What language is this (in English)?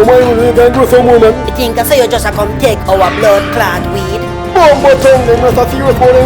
Jamaican Creole English